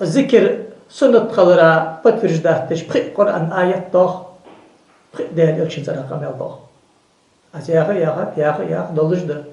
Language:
Ingush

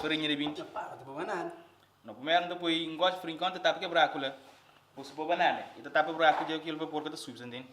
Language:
Kabuverdianu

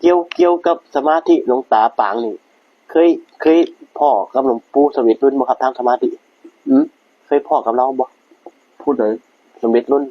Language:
Northeastern Thai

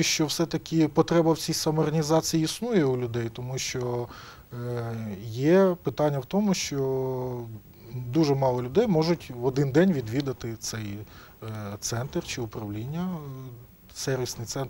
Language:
Ukrainian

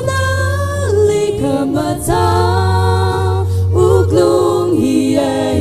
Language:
Tangkhul Naga (India)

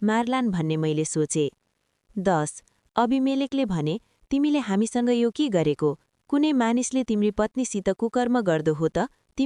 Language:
Nepali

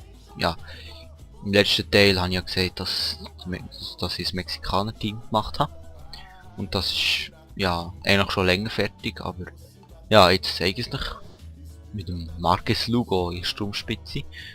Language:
Swiss German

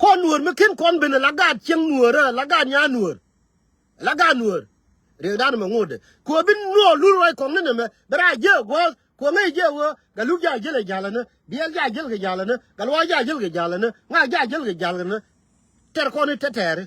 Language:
Nuer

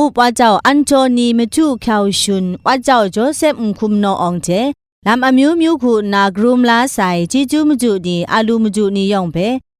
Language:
Kachin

